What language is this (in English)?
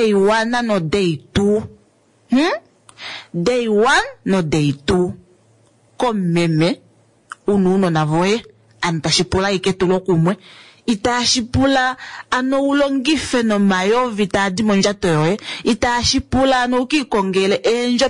Kuanyama